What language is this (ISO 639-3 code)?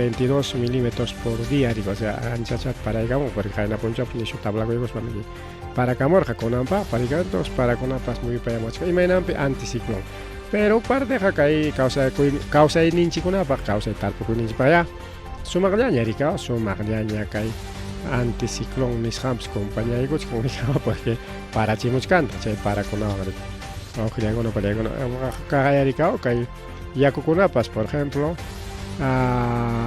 quy